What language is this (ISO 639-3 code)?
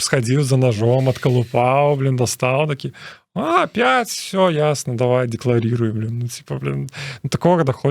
bel